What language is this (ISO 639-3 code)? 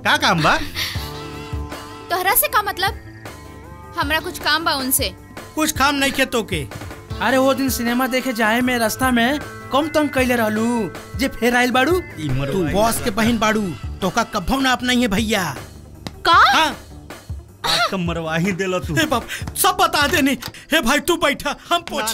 bho